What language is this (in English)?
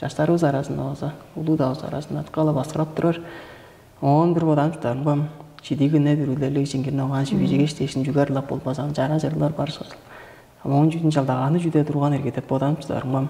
Tuvinian